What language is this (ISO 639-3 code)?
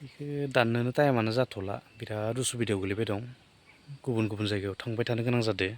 brx